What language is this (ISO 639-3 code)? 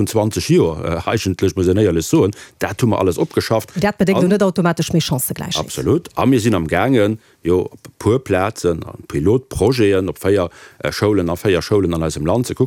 ltz